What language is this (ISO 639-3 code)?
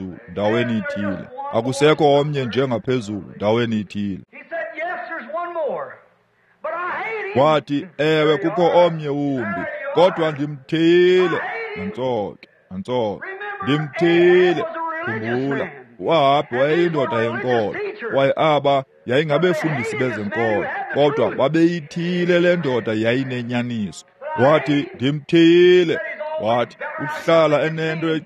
xho